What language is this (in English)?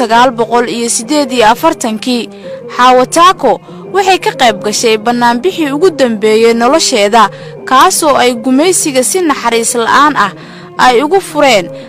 Somali